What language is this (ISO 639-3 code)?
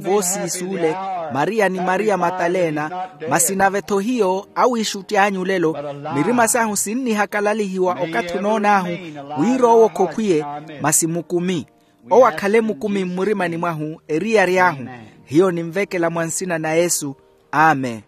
vmw